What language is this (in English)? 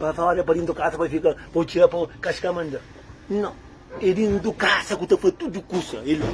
Kabuverdianu